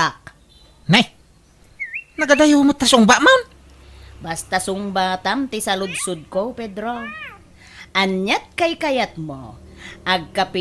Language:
Iloko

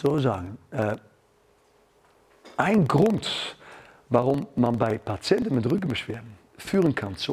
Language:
German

